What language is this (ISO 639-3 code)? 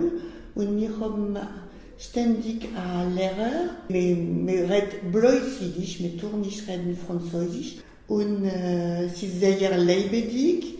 yid